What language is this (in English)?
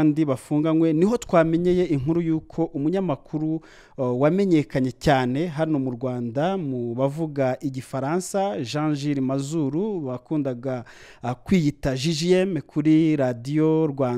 Kinyarwanda